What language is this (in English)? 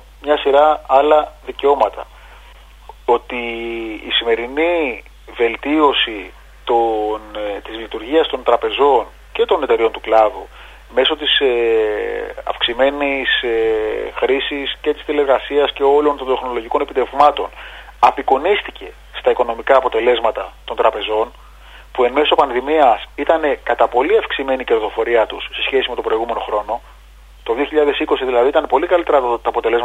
Greek